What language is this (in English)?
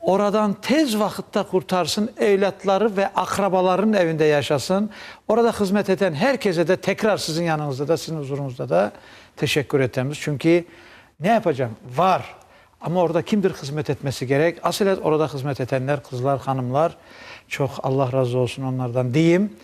Crimean Tatar